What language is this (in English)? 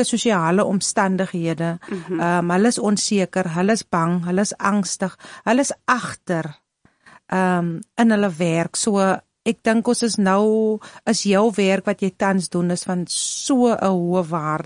Afrikaans